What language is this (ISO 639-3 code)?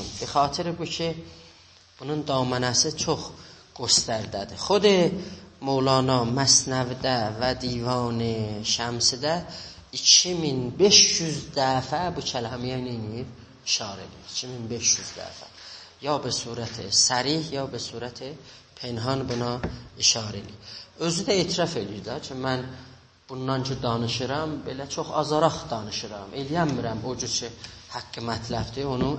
azb